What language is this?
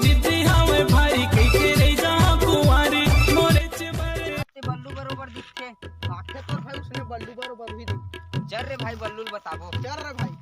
Chhattisgarhi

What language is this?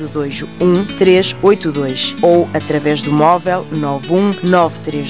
Portuguese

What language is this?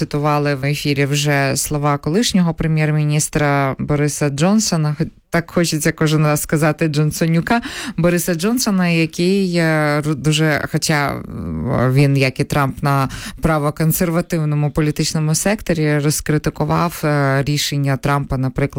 Ukrainian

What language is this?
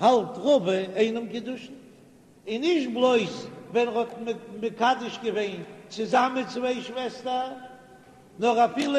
Yiddish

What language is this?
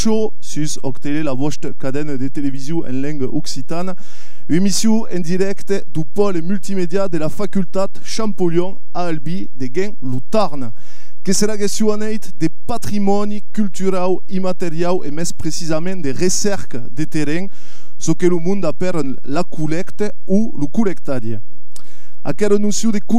Occitan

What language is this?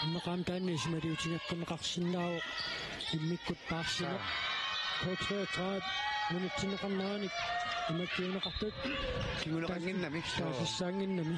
Kalaallisut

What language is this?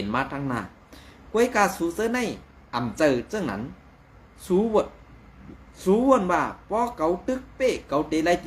Shan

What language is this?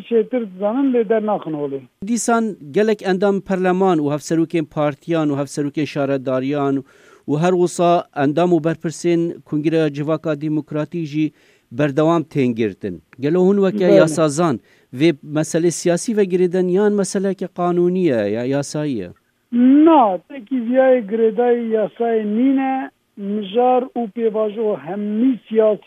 Kurdish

